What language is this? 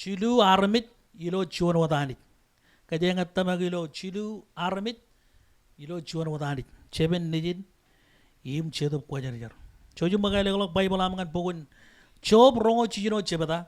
Marshallese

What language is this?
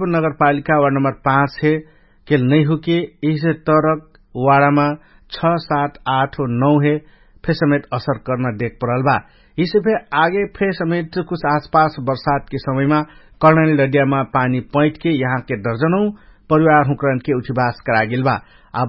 Dangaura Tharu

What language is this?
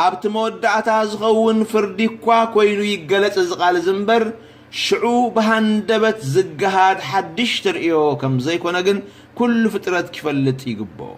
Tigrinya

